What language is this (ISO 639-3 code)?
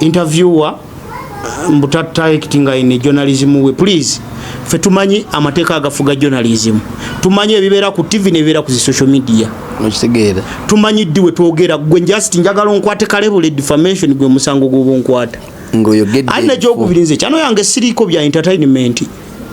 lug